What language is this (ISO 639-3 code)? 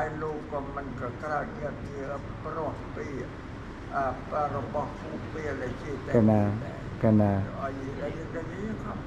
khm